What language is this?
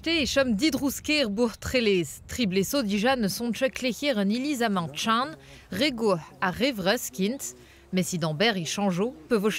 Breton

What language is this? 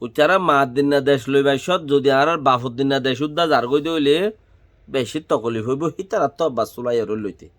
Rohingya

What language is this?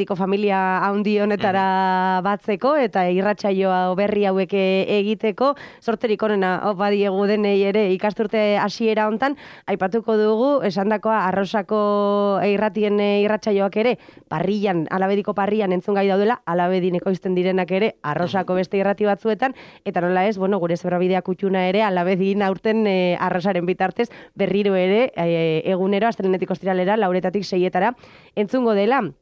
Basque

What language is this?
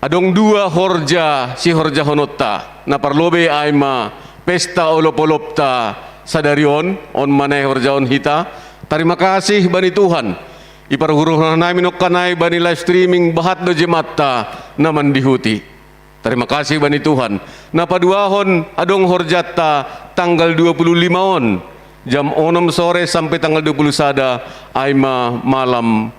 Batak Simalungun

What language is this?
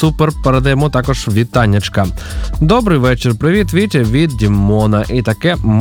Ukrainian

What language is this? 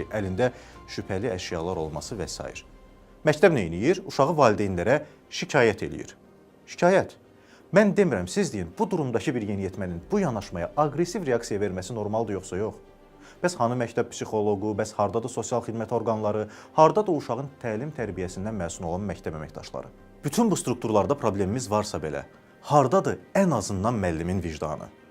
Azerbaijani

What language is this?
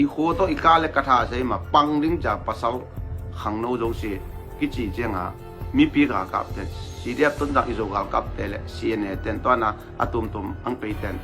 Tedim Chin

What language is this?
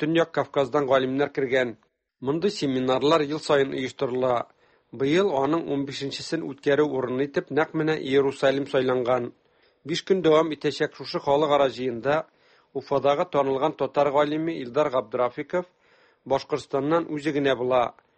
Tatar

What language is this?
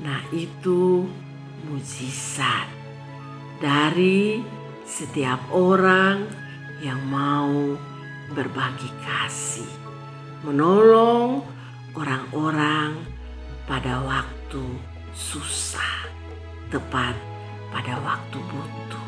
Kupang Malay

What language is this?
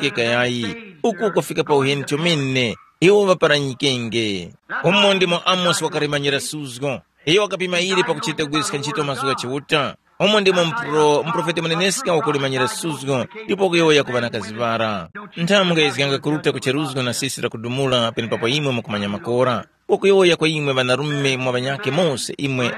Tumbuka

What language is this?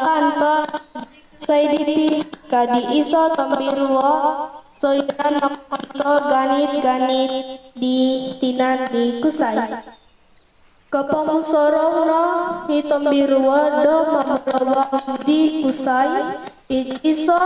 Central Dusun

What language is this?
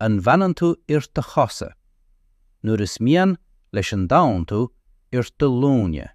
Irish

